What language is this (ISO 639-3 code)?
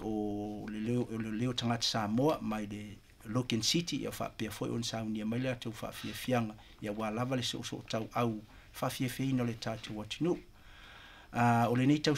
smo